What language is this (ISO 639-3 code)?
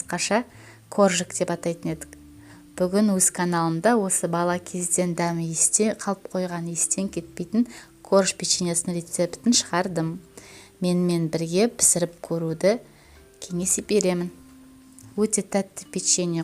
kaz